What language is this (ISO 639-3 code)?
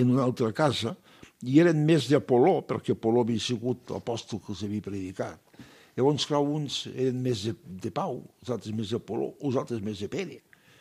cat